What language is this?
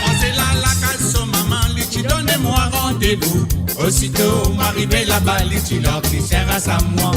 Morisyen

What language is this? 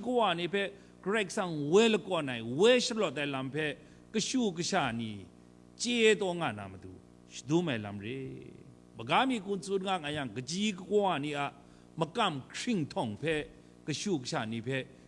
Kachin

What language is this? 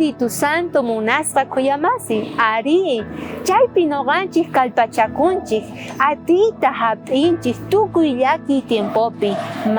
South Bolivian Quechua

